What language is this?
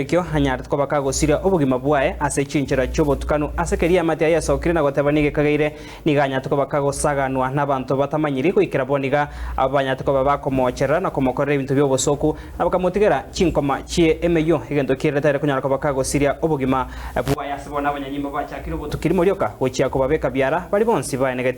Gusii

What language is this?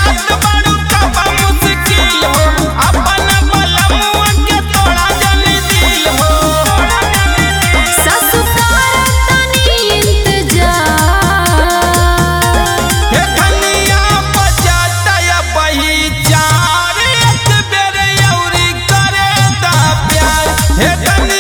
Bhojpuri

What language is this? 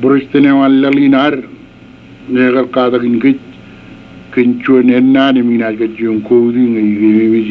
Marshallese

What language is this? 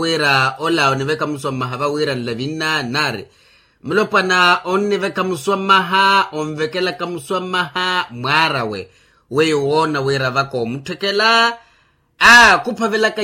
Makhuwa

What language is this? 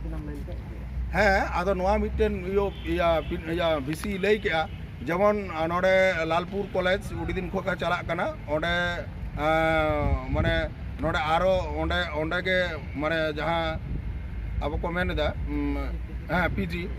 Santali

